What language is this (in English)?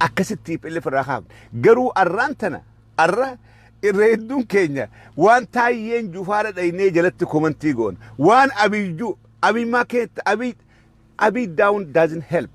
Oromo